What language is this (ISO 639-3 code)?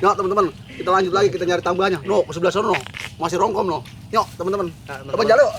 bew